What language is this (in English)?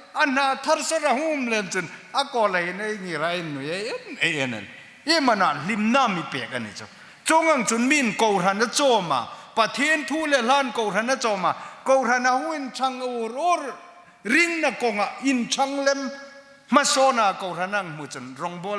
Hmar